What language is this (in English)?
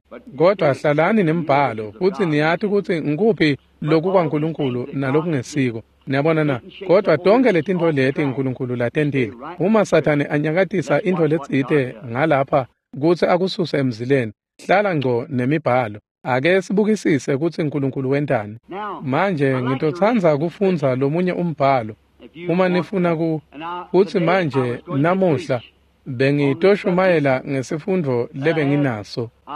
Swati